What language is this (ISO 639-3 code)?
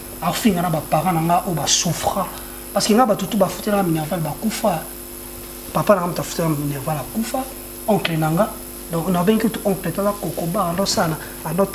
lin